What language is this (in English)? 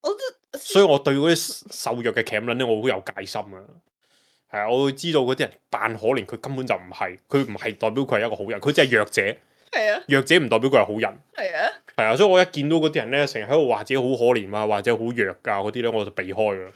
Cantonese